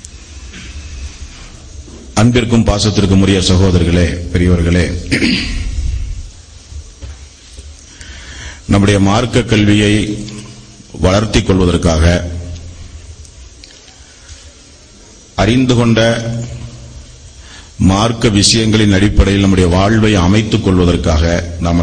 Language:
Tamil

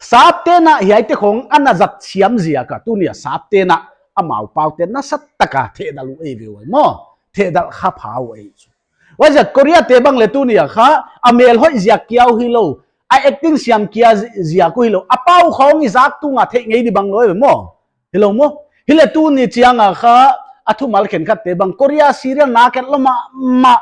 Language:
Paite Chin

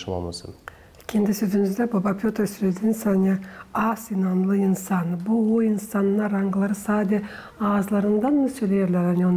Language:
Gagauz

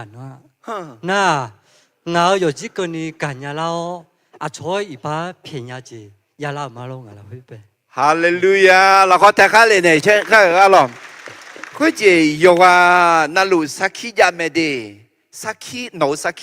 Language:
Akha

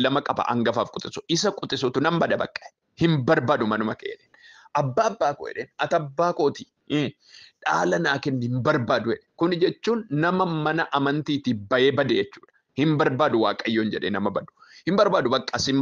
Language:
Oromo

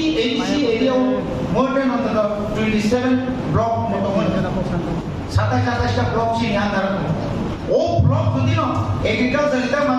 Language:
Kok Borok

